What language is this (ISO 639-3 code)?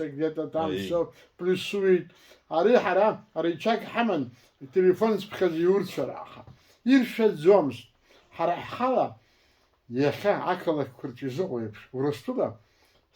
abk